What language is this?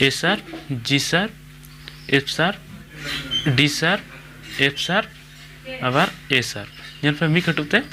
Santali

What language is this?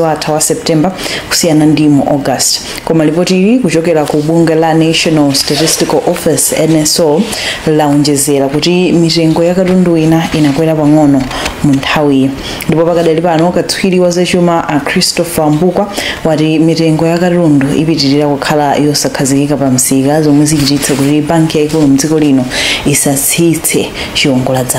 Nyanja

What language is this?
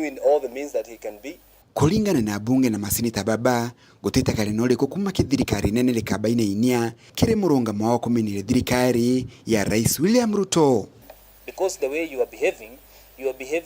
Meru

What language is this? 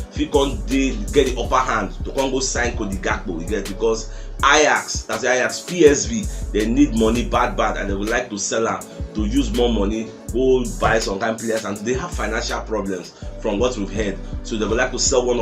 Nigerian Pidgin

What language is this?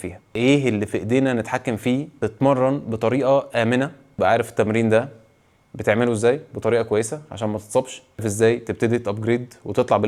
Egyptian Arabic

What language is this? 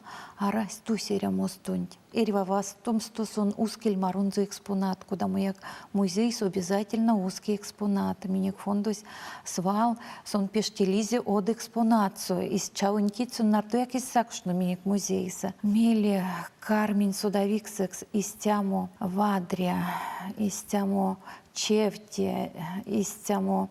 Erzya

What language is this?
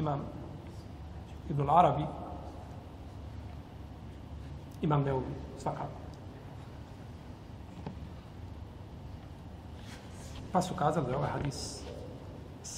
Bosnian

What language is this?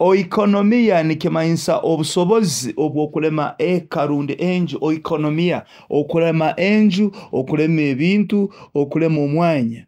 Nyoro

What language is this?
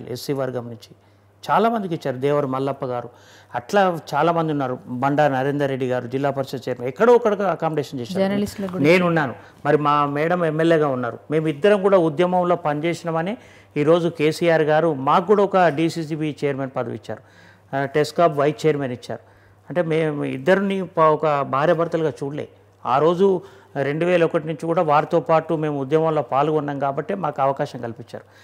Telugu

